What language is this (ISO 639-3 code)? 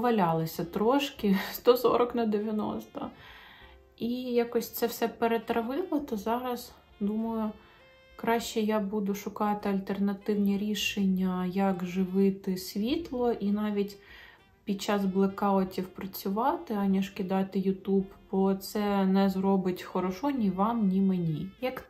ukr